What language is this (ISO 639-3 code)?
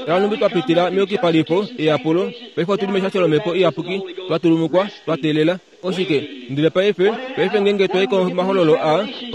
kua